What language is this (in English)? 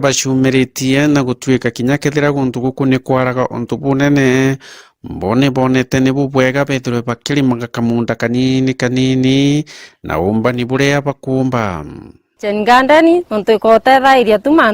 Meru